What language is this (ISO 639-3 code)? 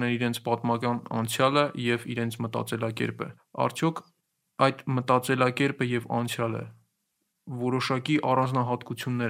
hye